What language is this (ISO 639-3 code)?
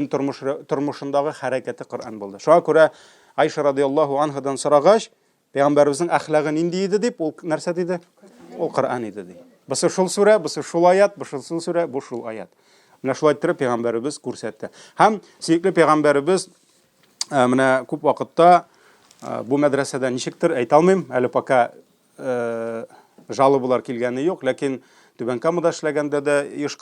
tat